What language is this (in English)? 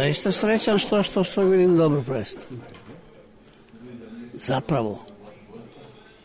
Serbian